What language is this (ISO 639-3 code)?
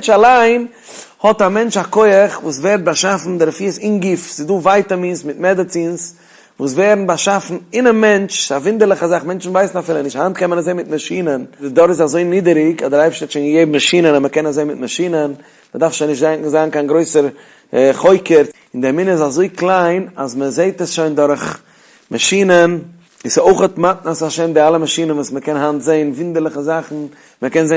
yid